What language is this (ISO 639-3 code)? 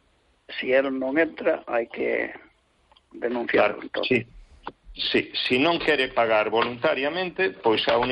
glg